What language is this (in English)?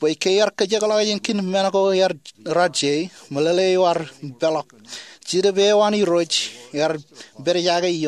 Marshallese